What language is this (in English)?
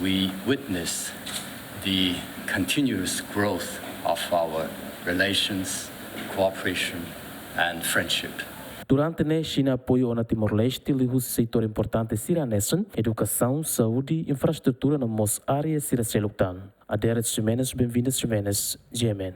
Tetum